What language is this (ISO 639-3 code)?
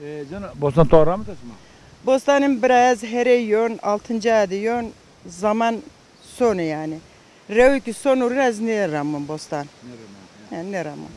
zza